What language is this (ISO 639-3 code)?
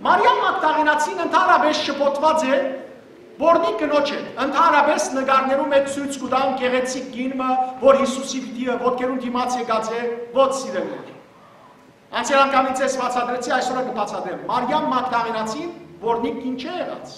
hyw